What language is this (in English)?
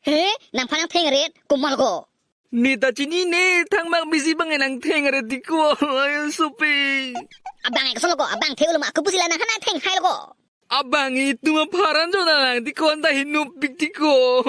Karbi